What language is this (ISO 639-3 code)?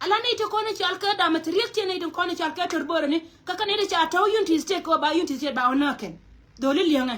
nus